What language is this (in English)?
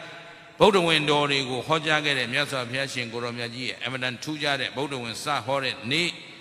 Burmese